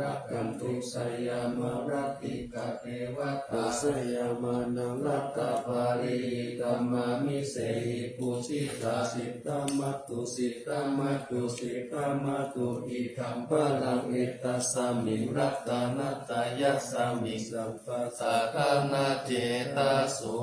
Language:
Pali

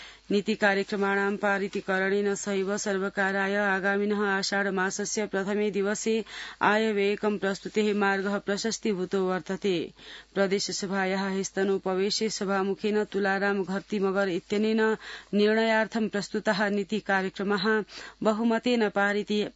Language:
Sanskrit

